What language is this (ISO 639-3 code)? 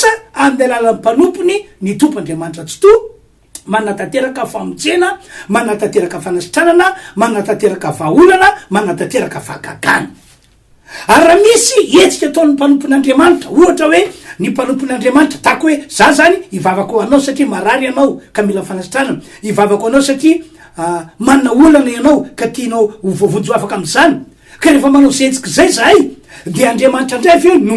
mlg